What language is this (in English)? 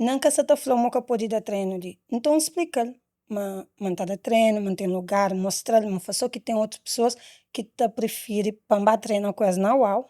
Kabuverdianu